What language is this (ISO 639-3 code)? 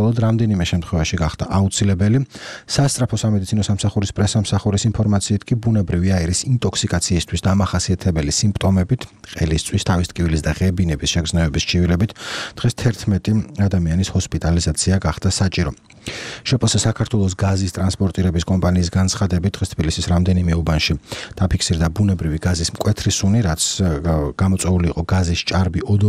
kat